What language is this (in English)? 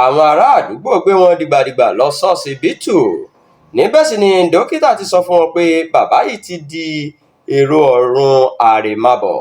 Yoruba